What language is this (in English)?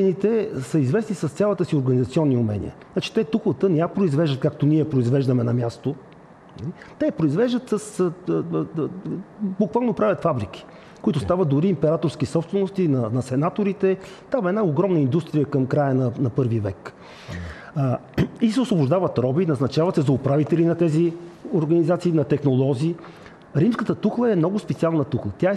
Bulgarian